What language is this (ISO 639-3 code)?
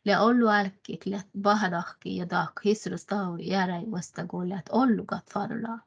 sme